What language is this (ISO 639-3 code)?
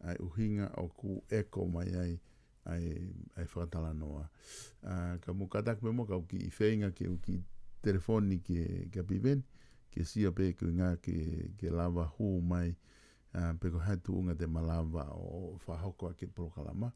ton